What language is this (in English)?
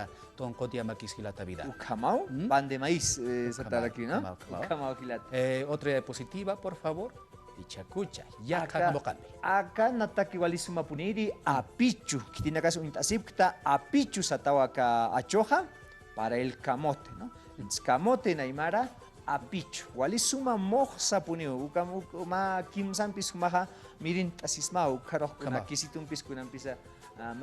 Aymara